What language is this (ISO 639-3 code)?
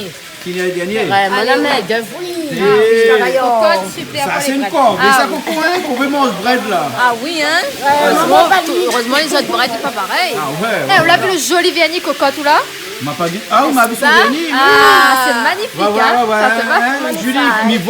rcf